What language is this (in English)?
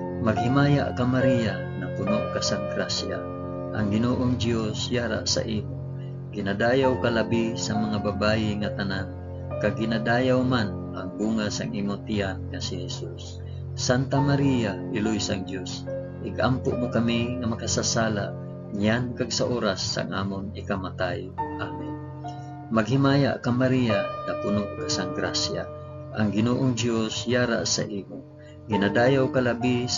Hiligaynon